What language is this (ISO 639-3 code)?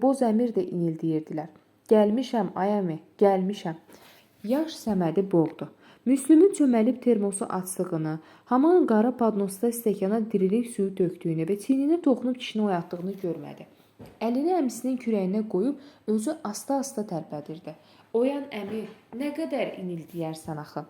aze